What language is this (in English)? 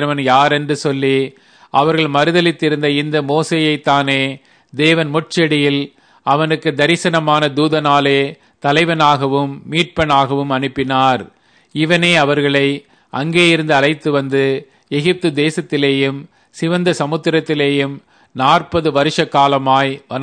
Tamil